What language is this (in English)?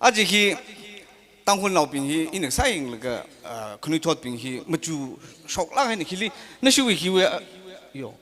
Tangkhul Naga (India)